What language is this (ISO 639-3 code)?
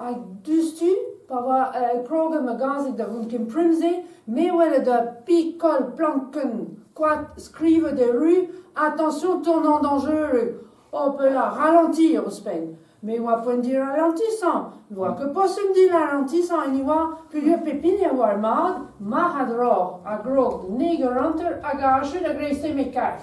bre